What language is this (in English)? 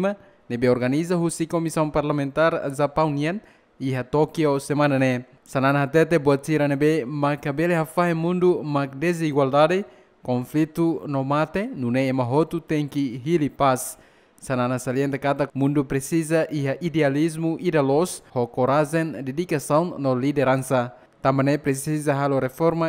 Tetum